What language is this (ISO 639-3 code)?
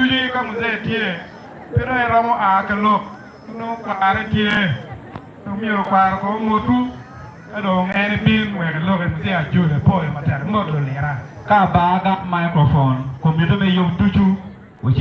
ach